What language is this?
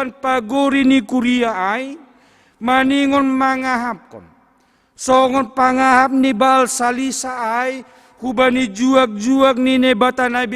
Batak Simalungun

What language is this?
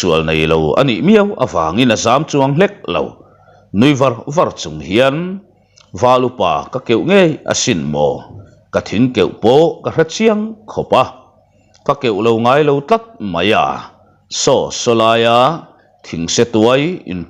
Mizo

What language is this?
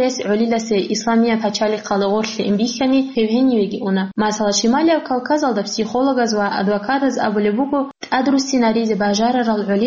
Avaric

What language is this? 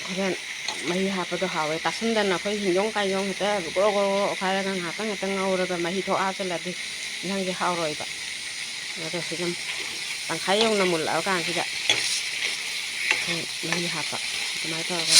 Manipuri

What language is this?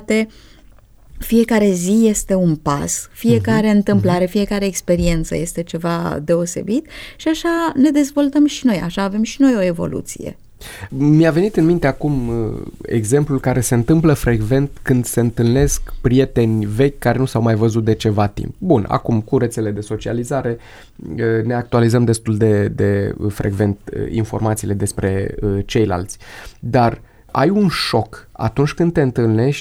Romanian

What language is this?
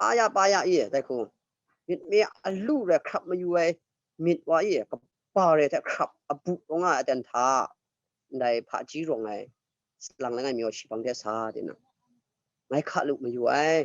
Kachin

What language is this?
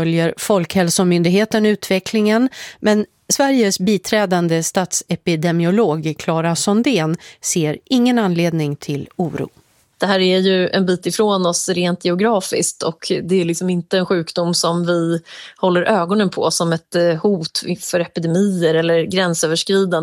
Swedish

